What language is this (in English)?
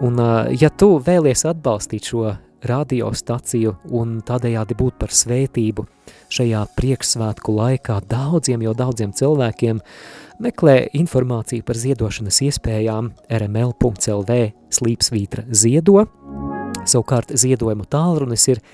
Latvian